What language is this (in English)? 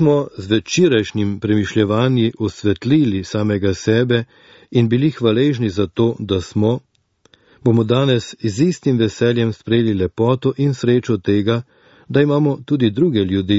Slovenian